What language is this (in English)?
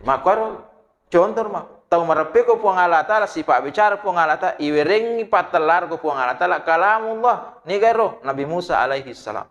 Buginese